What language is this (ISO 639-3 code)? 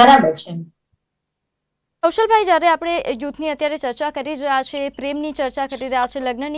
guj